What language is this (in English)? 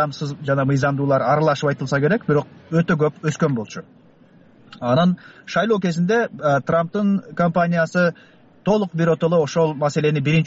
Kyrgyz